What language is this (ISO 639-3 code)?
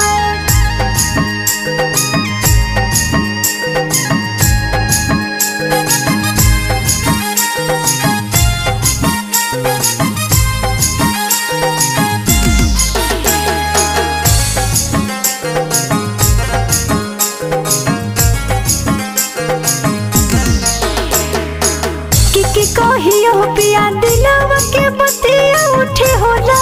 bho